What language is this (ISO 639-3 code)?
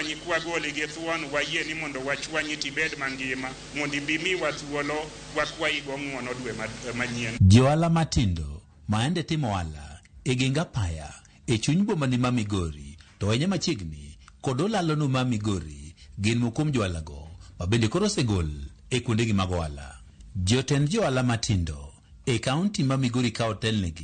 luo